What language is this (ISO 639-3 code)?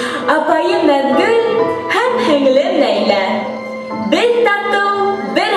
bak